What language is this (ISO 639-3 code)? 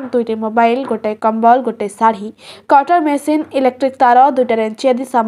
ori